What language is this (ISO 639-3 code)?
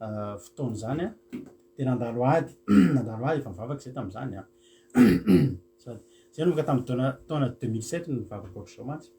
mlg